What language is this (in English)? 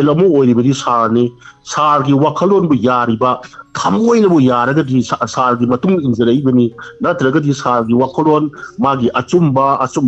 Manipuri